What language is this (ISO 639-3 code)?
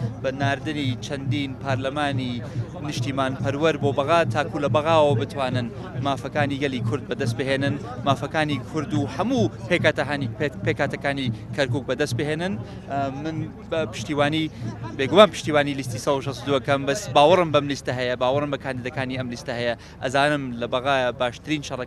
ckb